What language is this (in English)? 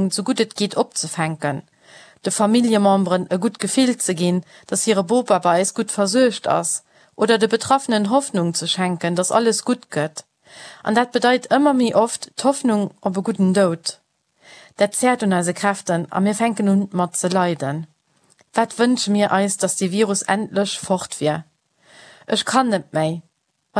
Luxembourgish